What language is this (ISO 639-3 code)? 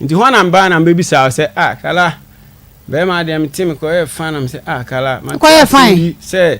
aka